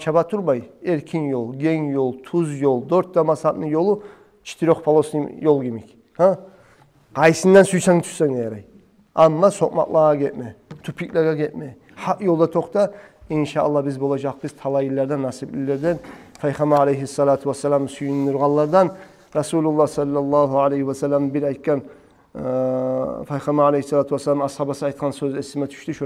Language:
Kumyk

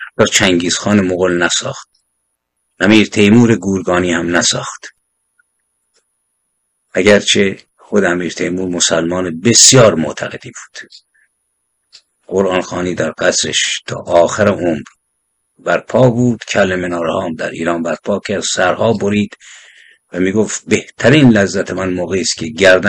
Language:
Persian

